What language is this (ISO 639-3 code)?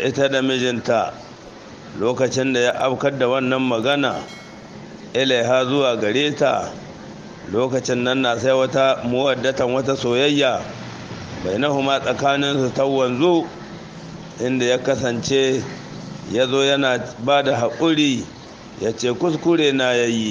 hau